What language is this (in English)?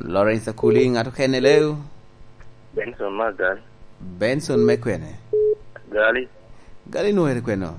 Lango (Uganda)